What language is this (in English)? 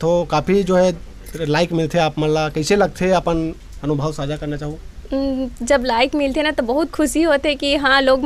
Chhattisgarhi